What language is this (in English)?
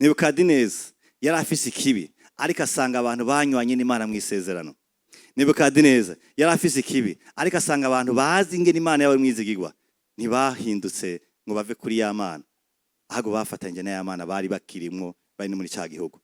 Rundi